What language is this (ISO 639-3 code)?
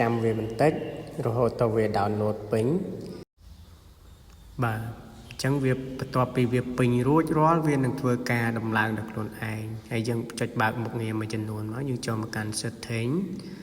khm